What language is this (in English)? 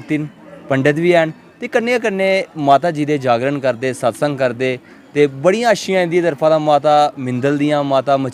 Dogri